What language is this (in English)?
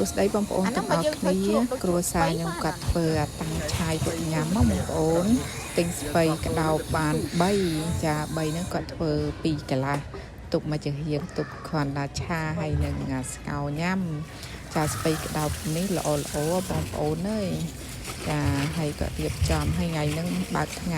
Khmer